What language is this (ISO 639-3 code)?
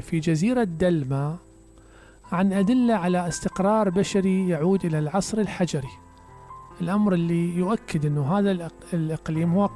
acm